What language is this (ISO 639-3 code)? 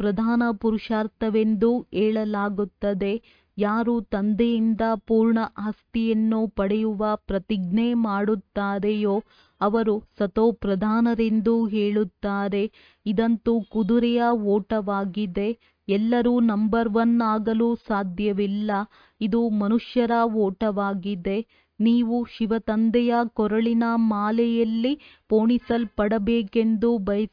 kan